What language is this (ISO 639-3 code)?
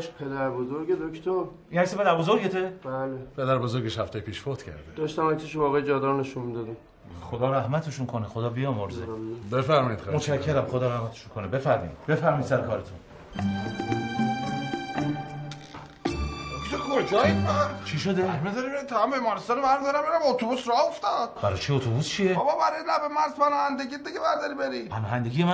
fas